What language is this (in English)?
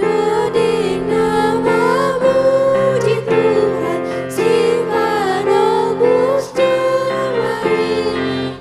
Batak Simalungun